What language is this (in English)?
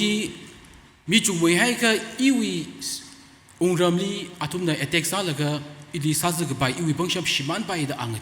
Tangkhul Naga (India)